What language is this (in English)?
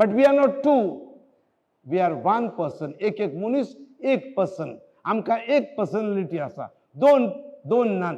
Konkani